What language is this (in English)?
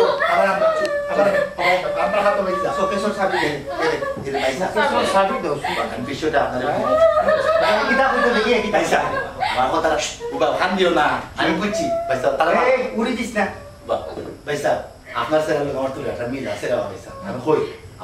Sylheti